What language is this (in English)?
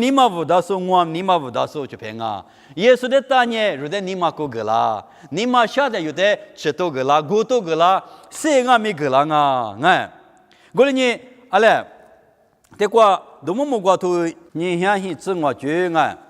Lisu